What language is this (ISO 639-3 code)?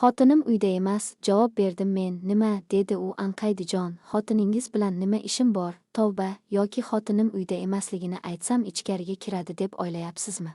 uzb